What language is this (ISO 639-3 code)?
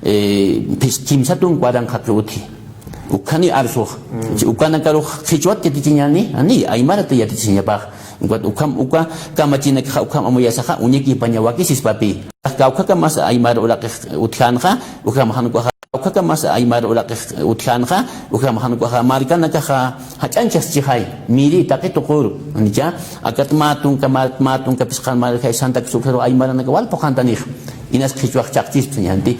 aym